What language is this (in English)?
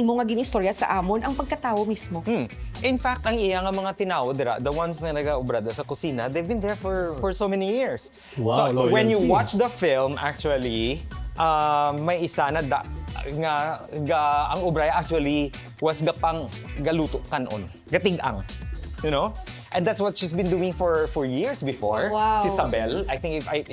Hiligaynon